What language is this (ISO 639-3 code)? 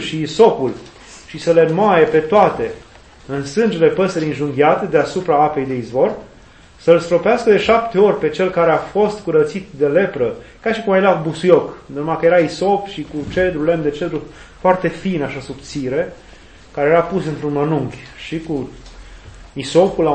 ron